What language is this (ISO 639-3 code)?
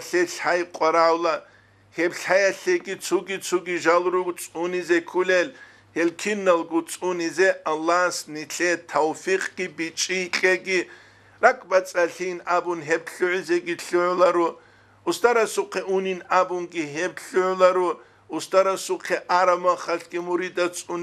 ava